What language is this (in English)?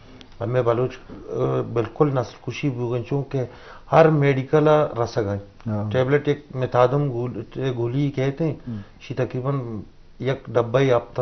Eastern Balochi